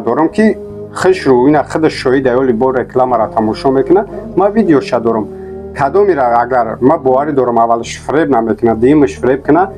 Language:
Tajik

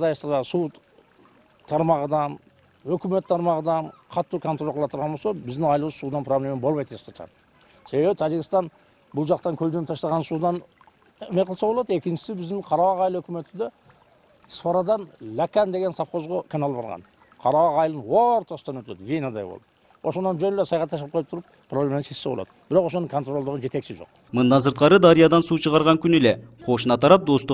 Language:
Kyrgyz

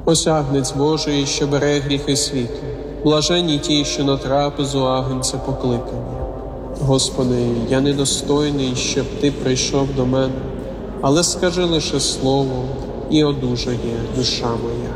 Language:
Ukrainian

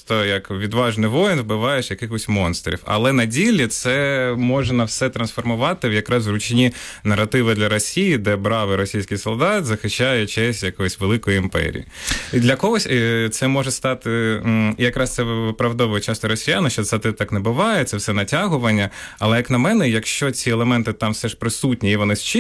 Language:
Ukrainian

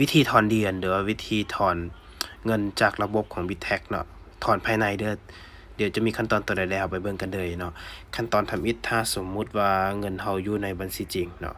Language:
Lao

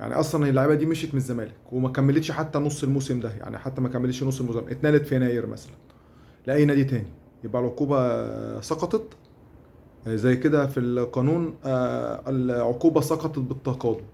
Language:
Egyptian Arabic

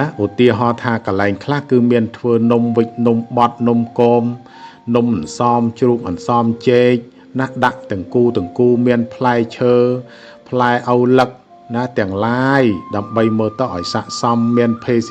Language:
Khmer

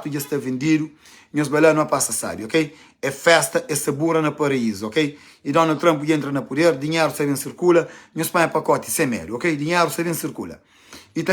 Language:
Kabuverdianu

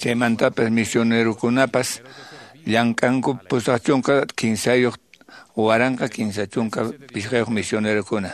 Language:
Quechua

